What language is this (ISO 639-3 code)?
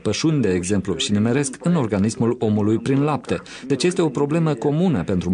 ron